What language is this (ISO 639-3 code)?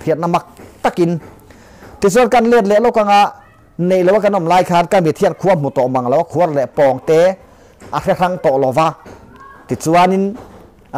lus